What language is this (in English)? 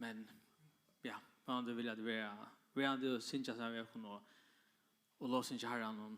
Faroese